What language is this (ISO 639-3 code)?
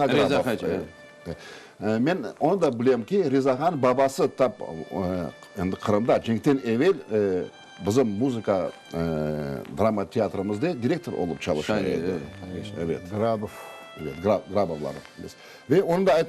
crh